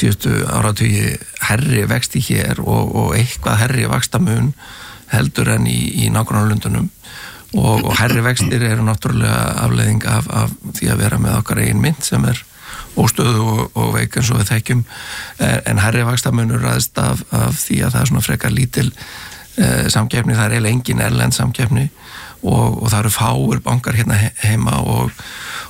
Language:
Icelandic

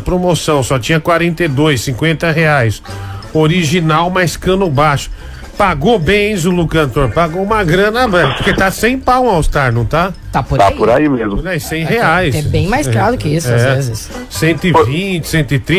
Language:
Portuguese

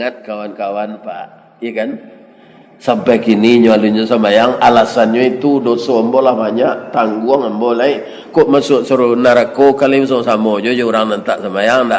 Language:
Minangkabau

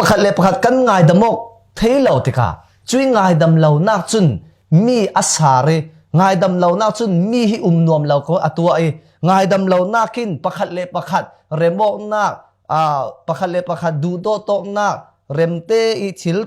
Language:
Falam Chin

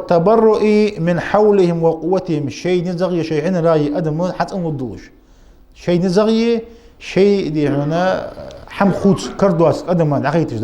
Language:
Ingush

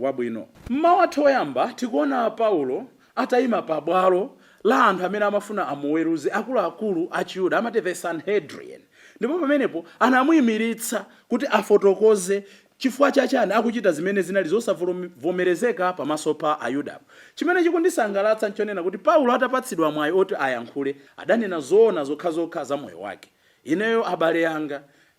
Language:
Nyanja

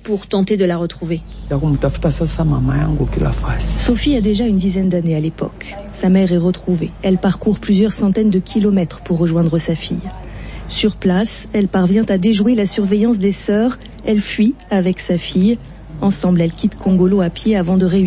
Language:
French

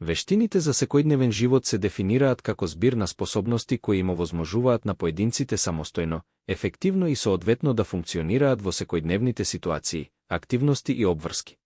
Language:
Macedonian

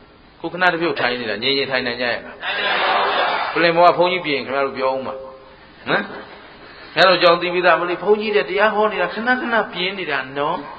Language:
Burmese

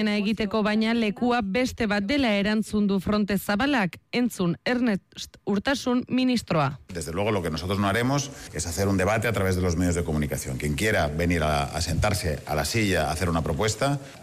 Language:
Basque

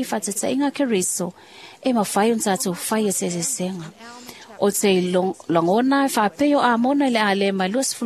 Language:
Samoan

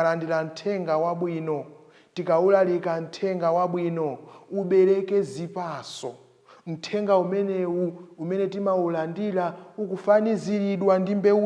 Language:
Nyanja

